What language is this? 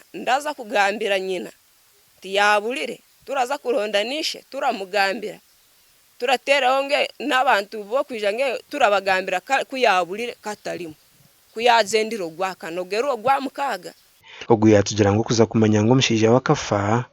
Nyankole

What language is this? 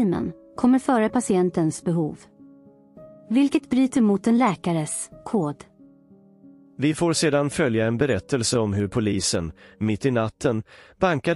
Swedish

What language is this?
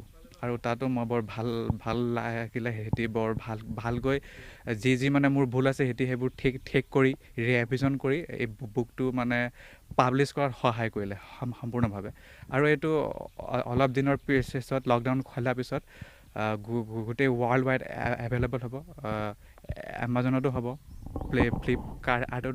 Assamese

